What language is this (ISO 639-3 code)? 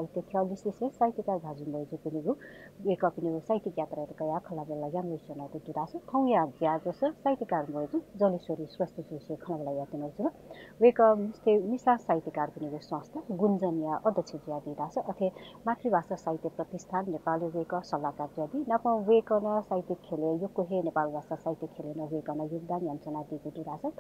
new